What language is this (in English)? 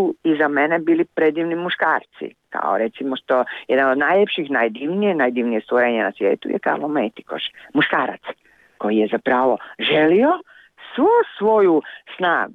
Croatian